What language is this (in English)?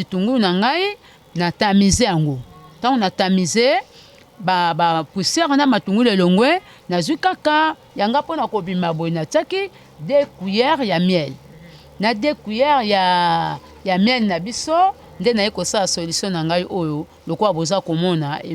Lingala